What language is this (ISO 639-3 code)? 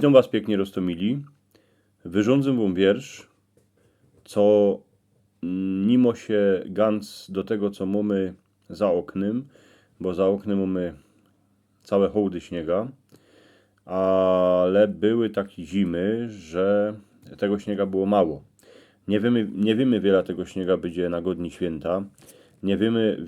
szl